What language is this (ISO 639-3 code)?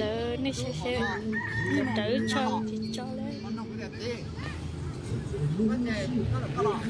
hmn